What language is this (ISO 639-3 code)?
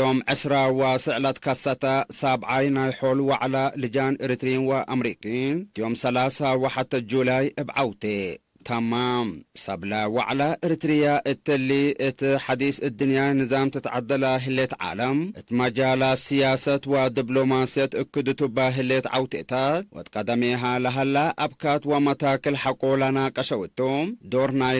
tig